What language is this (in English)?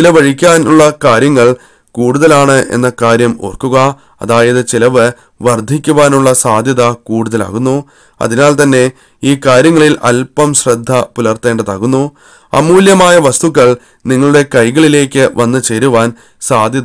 Malayalam